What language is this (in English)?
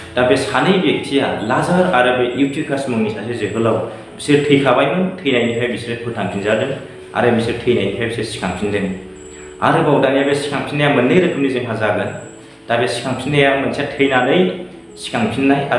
Bodo